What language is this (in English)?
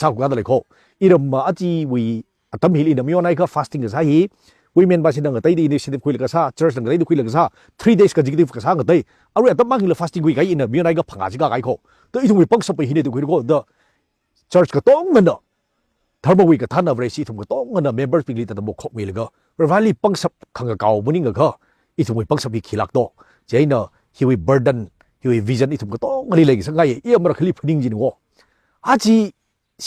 Tangkhul Naga (India)